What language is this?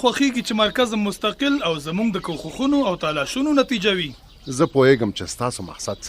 Pashto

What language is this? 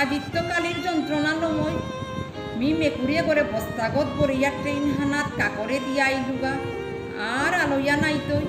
Bishnupriya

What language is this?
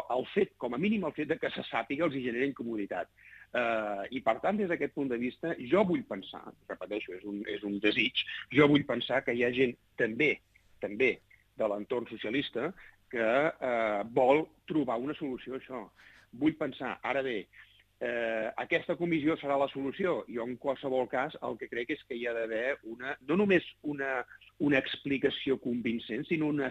Catalan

